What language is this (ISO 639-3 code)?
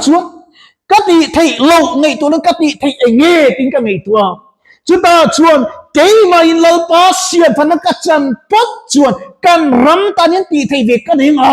lus